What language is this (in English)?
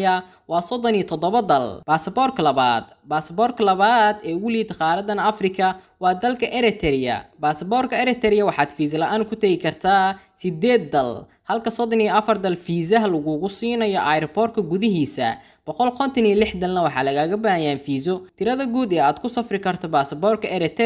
Somali